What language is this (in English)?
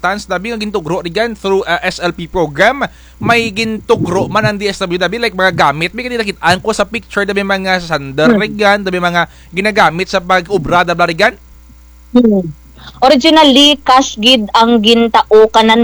Kinaray-a